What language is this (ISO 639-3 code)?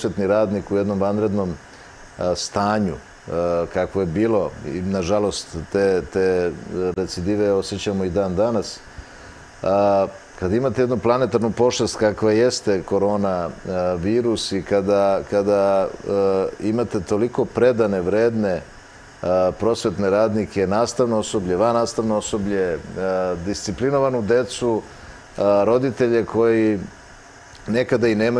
srp